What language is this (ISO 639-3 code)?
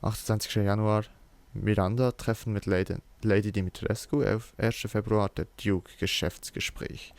gsw